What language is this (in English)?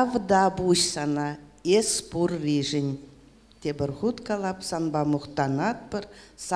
Chuvash